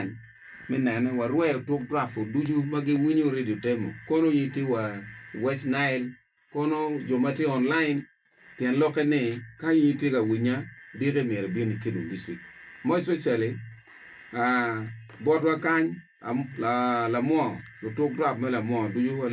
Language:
Acoli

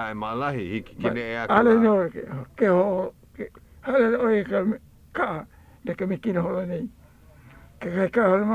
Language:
Hawaiian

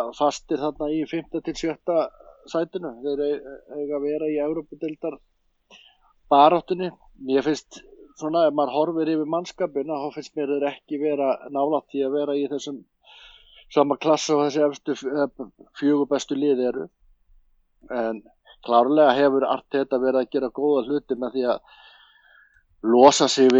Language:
Icelandic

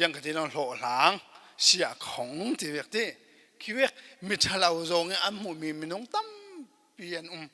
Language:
Falam Chin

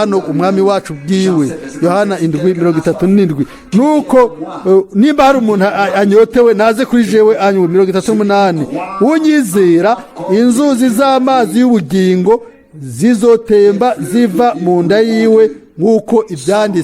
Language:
Rundi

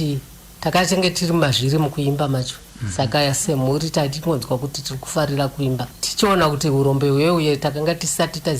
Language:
Shona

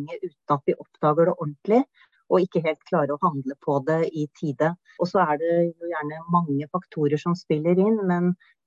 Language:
Norwegian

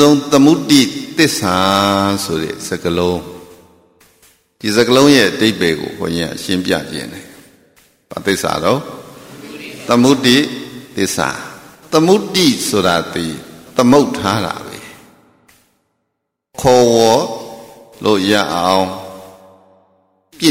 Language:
Burmese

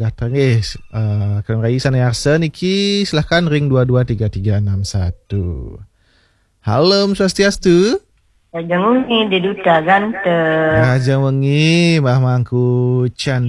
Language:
Balinese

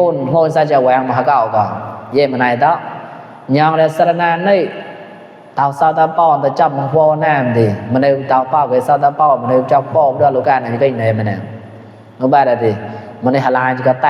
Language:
Mon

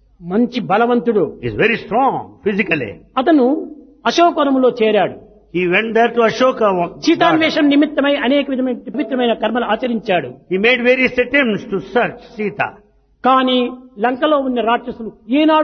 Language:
Telugu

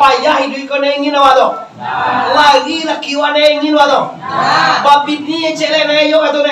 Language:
Minangkabau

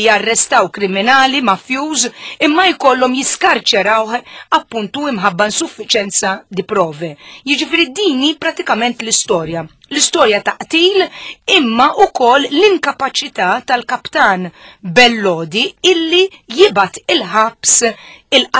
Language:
Maltese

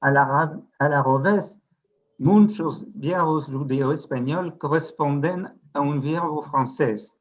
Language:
Ladino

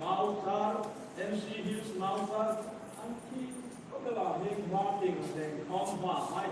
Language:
Hmar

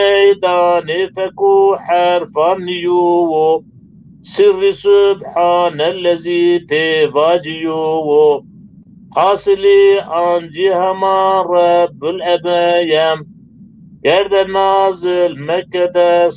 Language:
Zaza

